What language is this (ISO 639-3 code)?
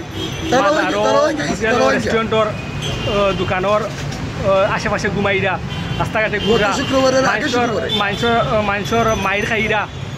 syl